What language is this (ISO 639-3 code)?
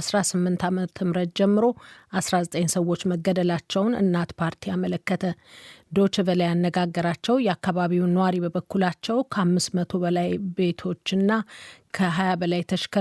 amh